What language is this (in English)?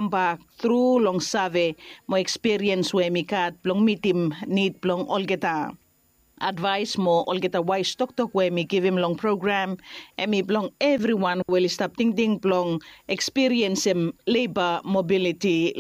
Bislama